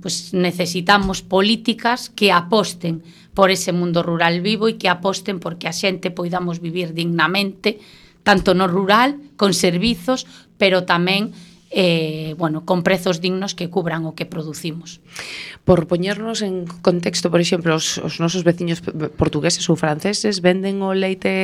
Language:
Galician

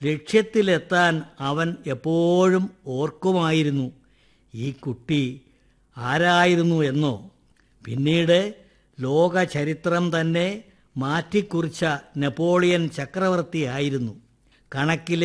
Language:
Malayalam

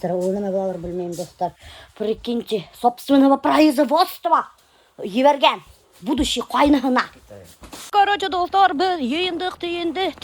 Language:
Bashkir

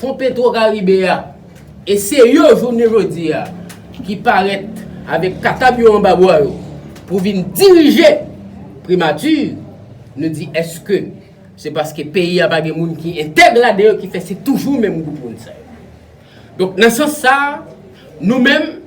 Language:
Haitian Creole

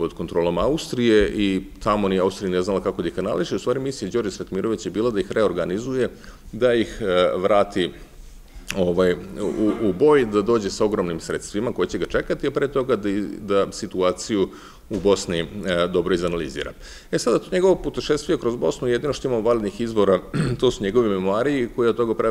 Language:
Serbian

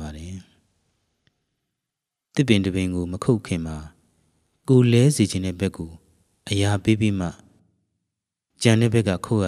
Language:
Burmese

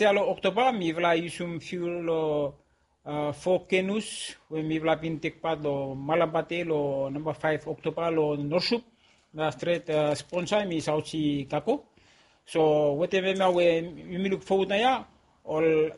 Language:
Bislama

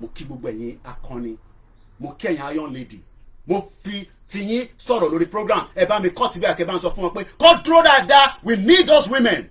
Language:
Yoruba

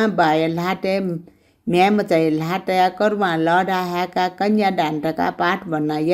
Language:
Newari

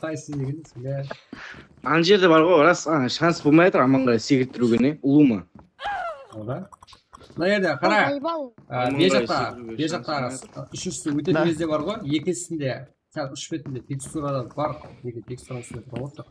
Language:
Kara-Kalpak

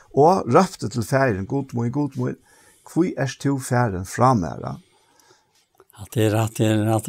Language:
Faroese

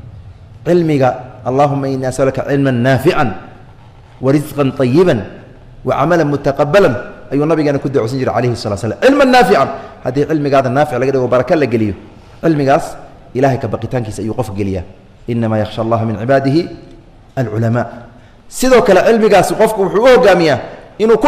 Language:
Somali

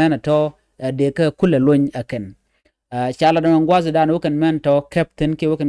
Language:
Nuer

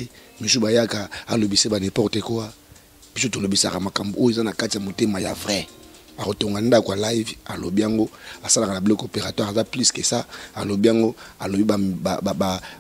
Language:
Lingala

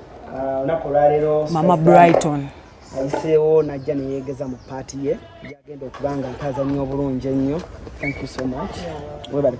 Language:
Ganda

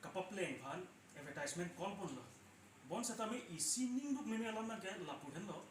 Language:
Karbi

